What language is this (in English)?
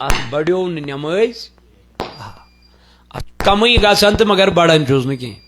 Kashmiri